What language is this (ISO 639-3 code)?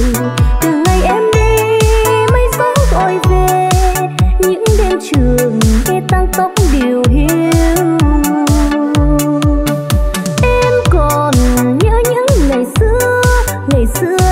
vie